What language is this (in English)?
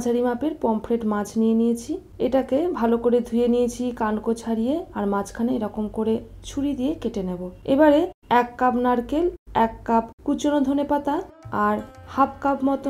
Bangla